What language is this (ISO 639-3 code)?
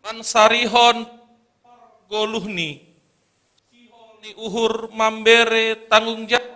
bts